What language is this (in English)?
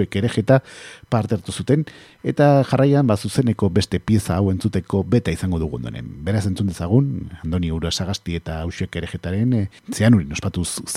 Basque